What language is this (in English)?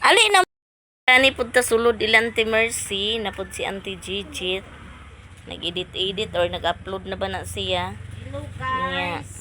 Cebuano